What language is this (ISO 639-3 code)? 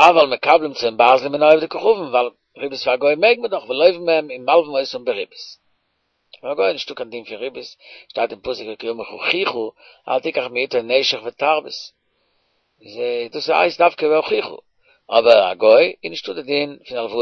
yid